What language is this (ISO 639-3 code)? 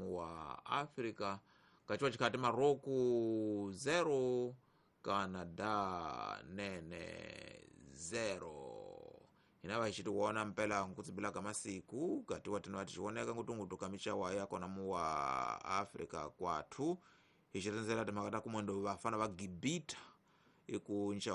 tso